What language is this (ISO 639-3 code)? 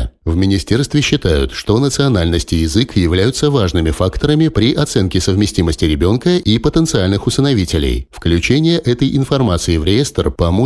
rus